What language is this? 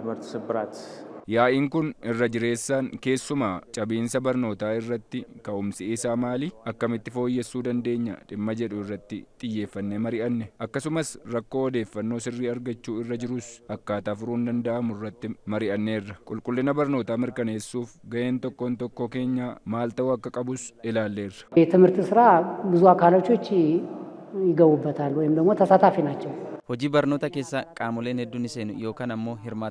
Oromo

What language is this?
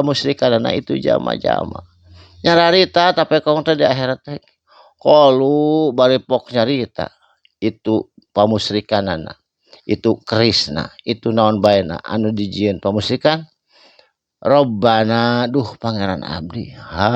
Sundanese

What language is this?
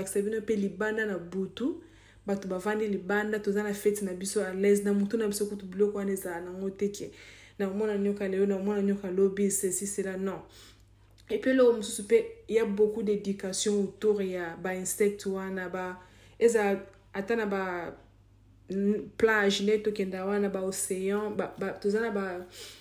Lingala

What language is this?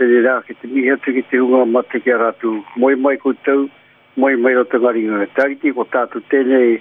Māori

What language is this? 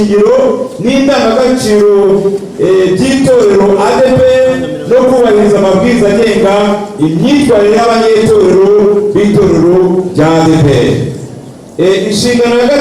Kinyarwanda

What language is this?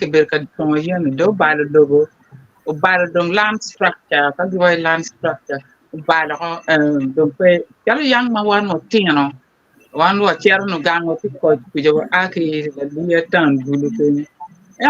Acoli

